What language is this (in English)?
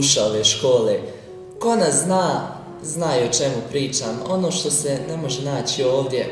Bosnian